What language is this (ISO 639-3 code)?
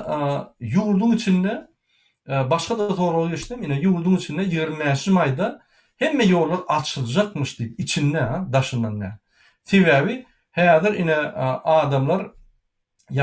tuk